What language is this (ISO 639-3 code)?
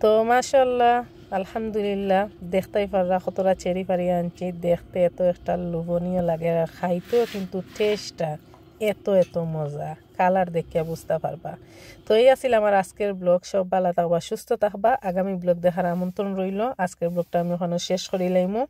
syl